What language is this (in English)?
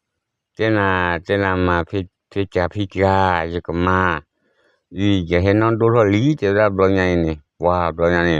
S'gaw Karen